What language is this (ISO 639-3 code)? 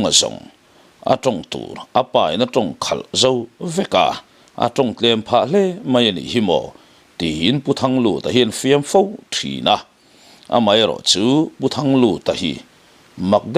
lus